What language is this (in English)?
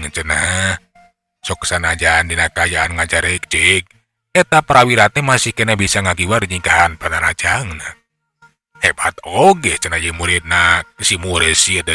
Sundanese